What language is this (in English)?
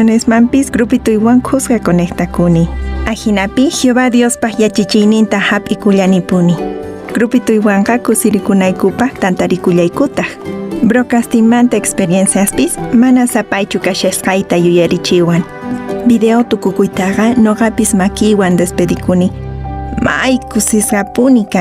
Quechua